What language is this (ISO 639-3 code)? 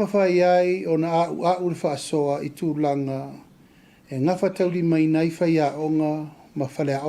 smo